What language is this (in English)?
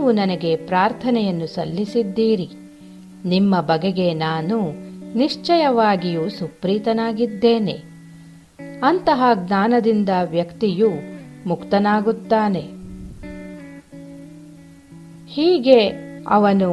Kannada